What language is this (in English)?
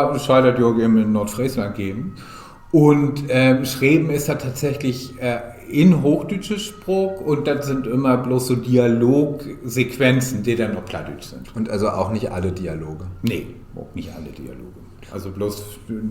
Low German